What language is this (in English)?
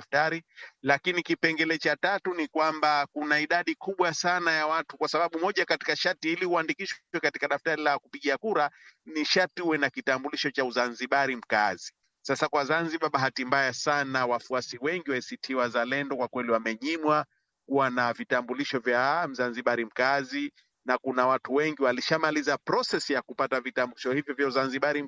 Swahili